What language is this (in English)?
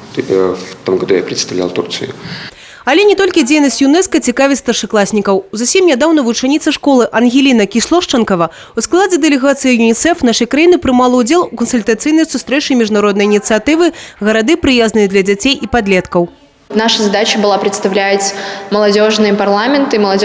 Belarusian